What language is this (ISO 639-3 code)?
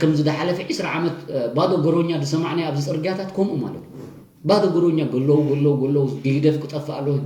tir